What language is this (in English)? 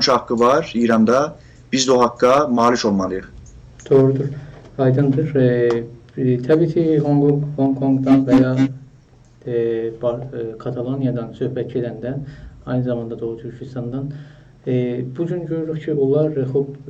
South Azerbaijani